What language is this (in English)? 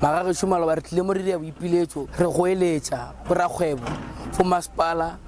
Northern Sotho